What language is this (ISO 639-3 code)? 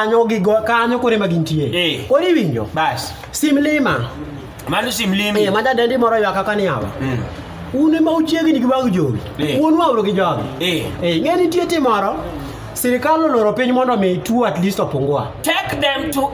luo